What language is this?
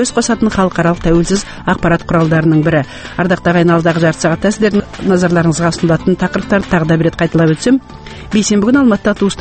Kazakh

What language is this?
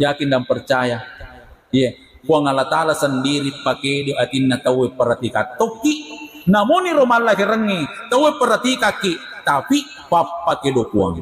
Buginese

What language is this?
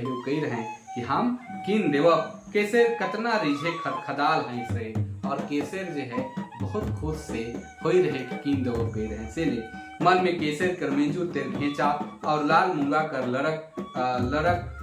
Sadri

